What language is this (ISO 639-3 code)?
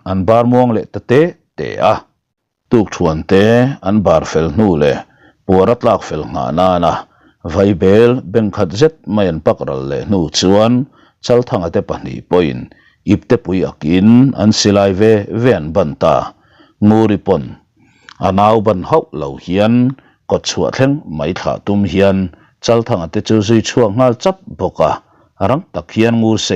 lus